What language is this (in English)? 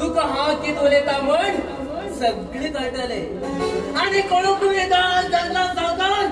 Konkani